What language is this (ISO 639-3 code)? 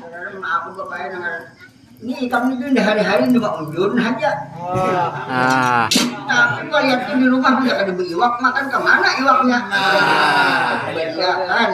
bjn